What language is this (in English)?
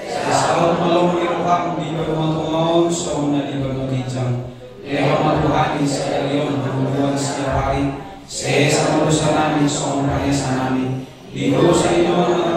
Batak Toba